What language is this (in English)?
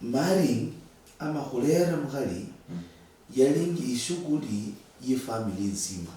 Luyia